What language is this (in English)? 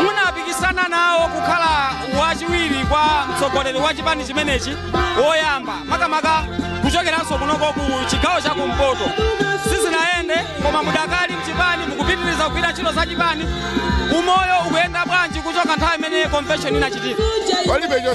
Nyanja